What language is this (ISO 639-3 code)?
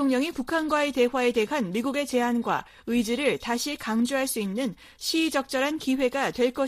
kor